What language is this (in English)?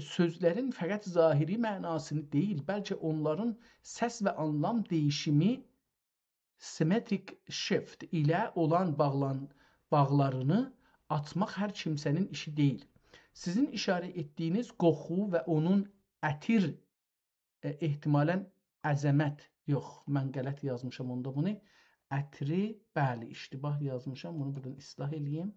South Azerbaijani